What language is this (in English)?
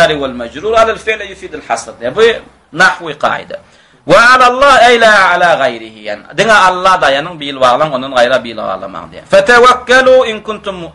Turkmen